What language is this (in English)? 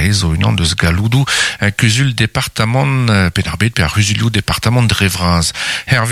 Breton